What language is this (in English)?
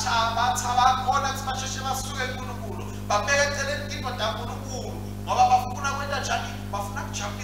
Swati